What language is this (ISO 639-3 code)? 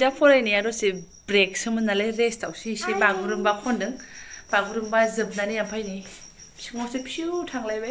brx